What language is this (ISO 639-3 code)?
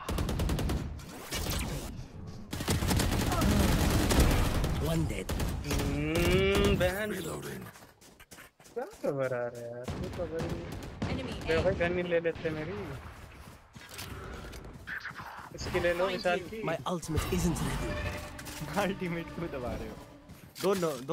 hin